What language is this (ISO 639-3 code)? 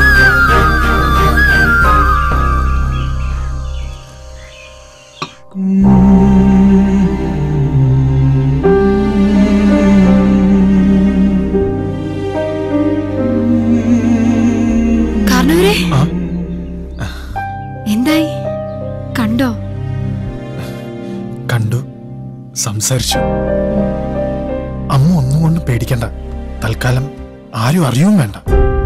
mal